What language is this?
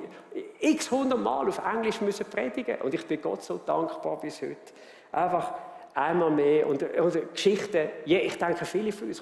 Swiss German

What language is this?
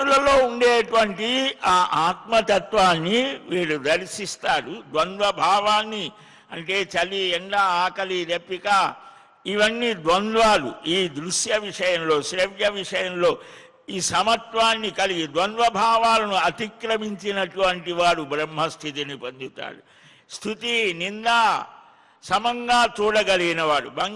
Telugu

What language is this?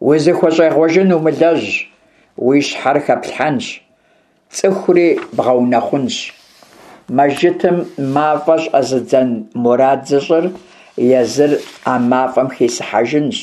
Kabardian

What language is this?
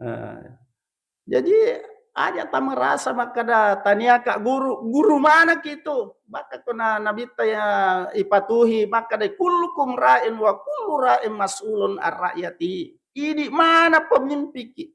Buginese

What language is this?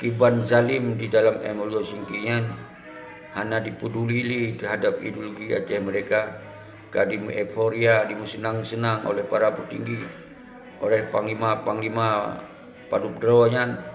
Achinese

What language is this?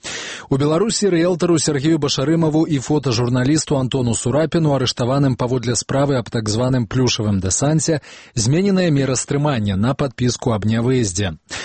Belarusian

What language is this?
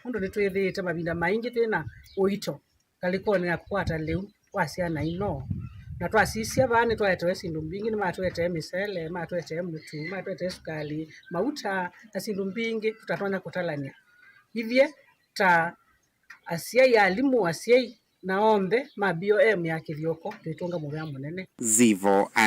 Kamba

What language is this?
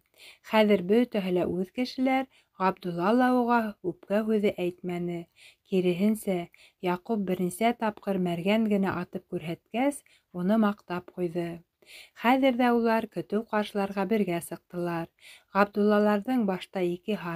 Bashkir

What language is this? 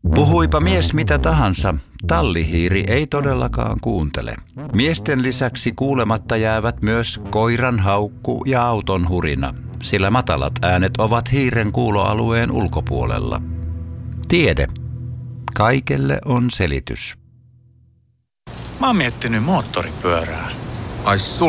Finnish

